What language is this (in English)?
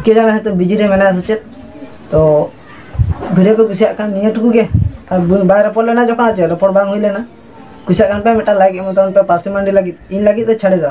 Santali